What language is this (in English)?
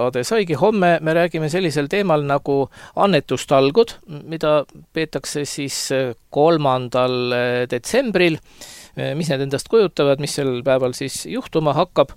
Estonian